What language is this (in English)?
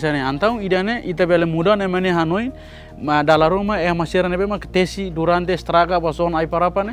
Tetum